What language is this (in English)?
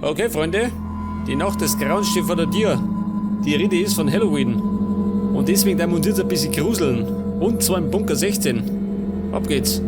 Bavarian